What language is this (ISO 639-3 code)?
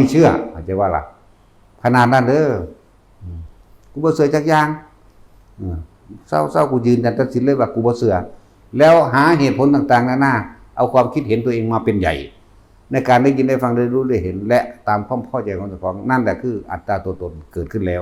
tts